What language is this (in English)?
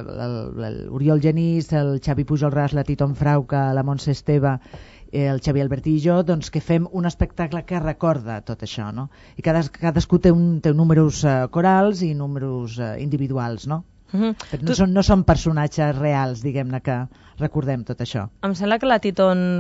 Catalan